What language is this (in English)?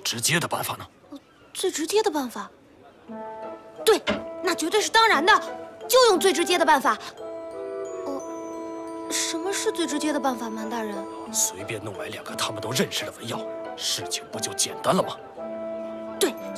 Chinese